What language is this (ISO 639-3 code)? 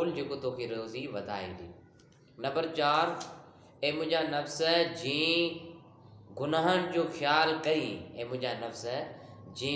snd